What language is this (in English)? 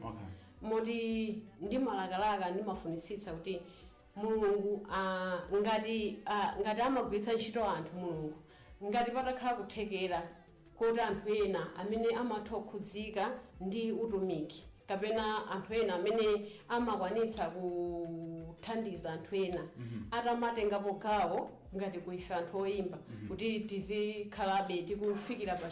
Nyanja